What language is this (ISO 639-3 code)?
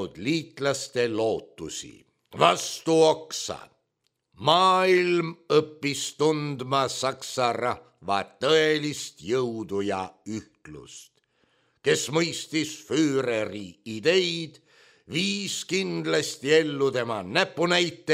est